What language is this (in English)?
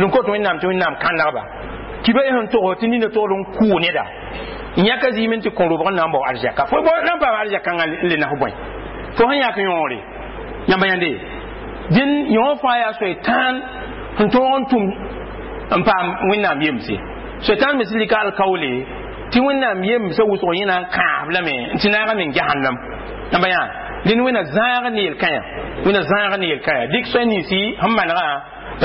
Mossi